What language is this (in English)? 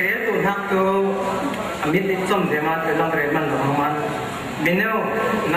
Falam Chin